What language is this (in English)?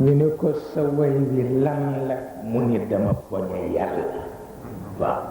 Wolof